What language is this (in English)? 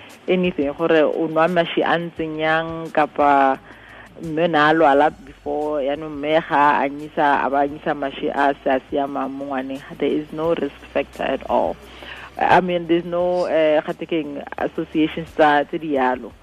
Tswana